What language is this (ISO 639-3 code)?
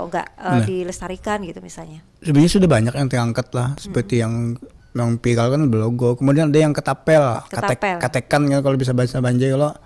bjn